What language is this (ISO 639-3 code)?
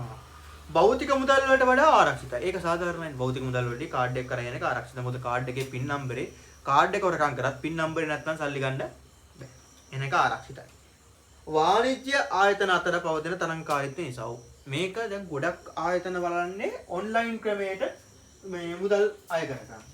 sin